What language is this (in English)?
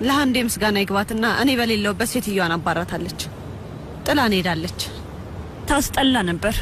Amharic